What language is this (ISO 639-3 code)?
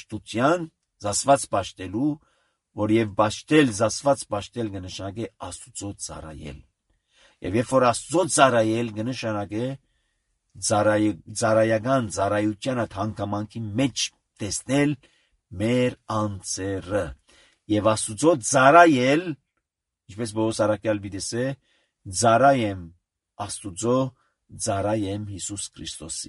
hye